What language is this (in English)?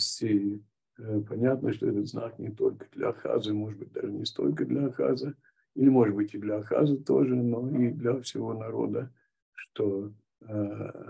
Russian